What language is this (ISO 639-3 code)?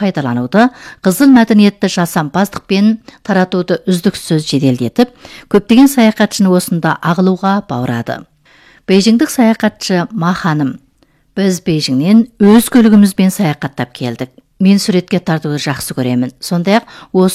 kaz